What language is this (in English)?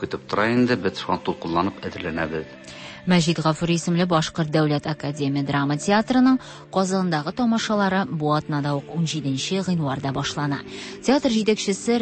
Tatar